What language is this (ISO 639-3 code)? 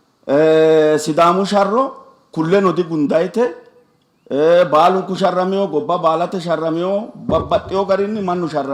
sid